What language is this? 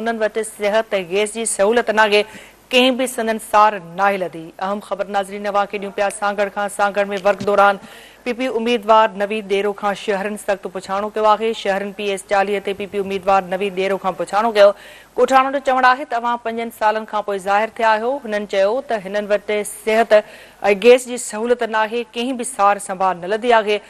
Sindhi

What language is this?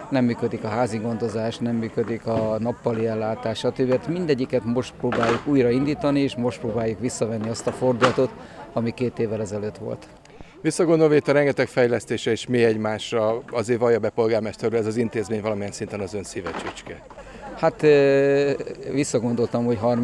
Hungarian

